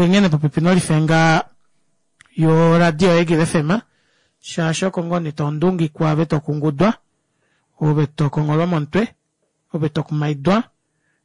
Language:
Kuanyama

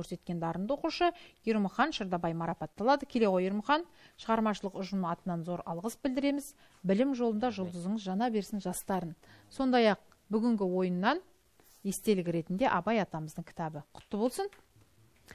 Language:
Kazakh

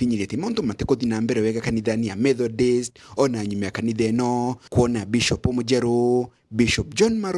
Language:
Meru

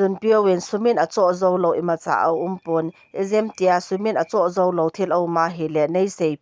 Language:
Thado Chin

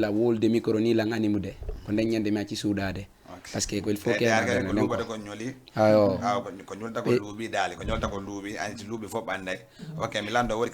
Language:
Fula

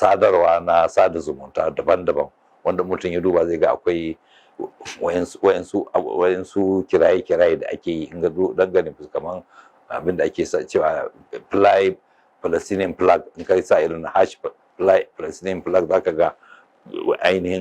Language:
Hausa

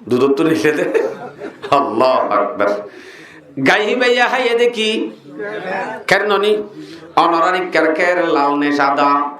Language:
Rohingya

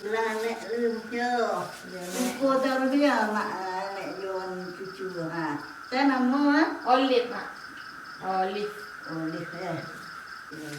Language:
Minangkabau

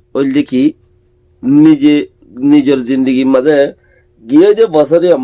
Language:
Rohingya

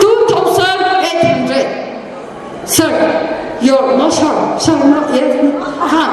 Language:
Tangkhul Naga (India)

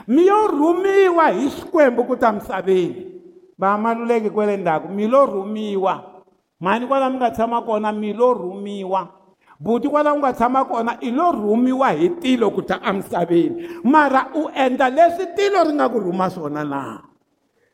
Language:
Tsonga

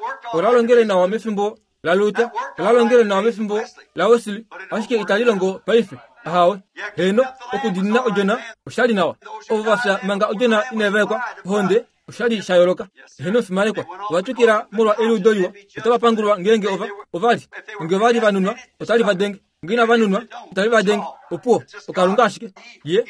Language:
Kuanyama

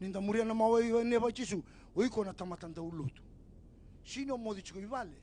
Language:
Fijian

